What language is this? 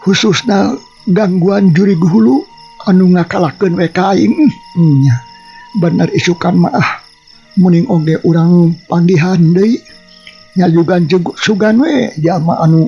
Sundanese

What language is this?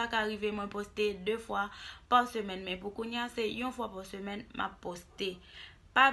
Haitian Creole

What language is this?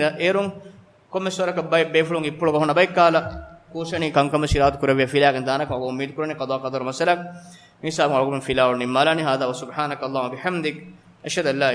Divehi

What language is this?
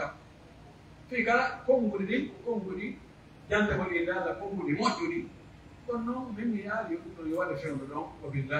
Pular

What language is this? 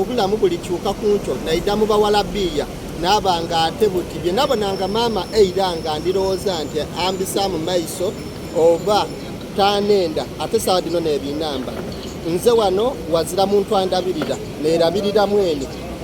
Soga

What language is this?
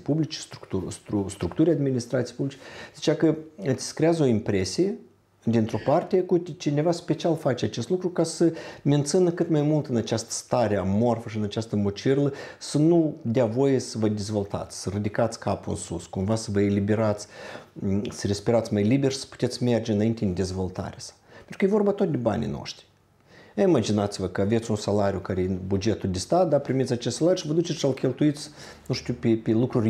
Romanian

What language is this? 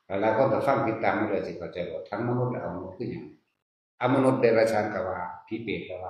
Northeastern Thai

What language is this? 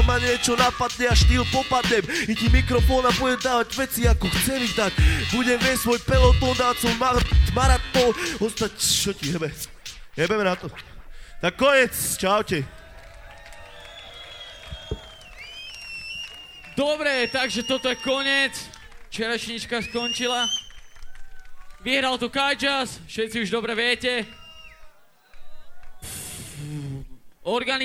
Slovak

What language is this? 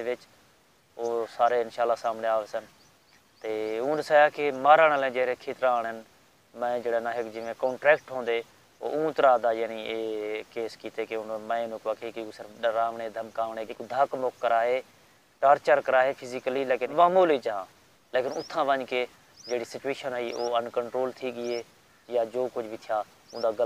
Saraiki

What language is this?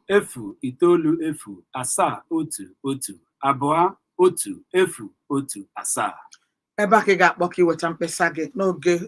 Igbo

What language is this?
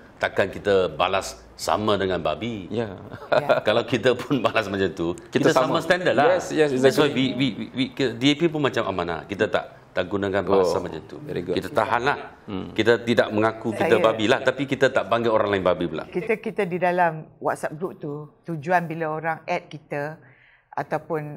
Malay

